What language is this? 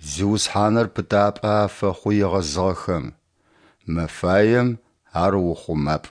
Adyghe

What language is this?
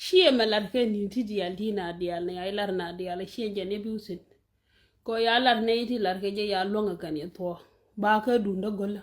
Nuer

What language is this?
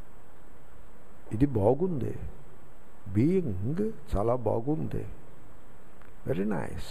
Telugu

